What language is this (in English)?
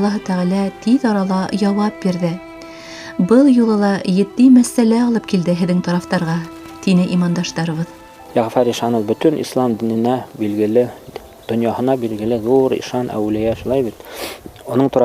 Bashkir